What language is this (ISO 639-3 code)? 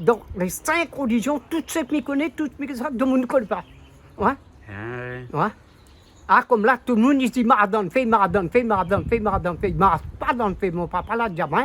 rcf